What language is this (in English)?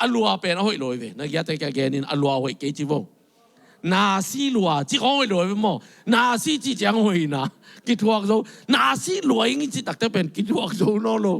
Tedim Chin